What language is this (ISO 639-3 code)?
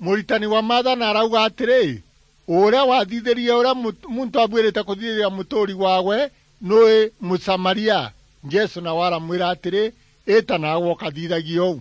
mer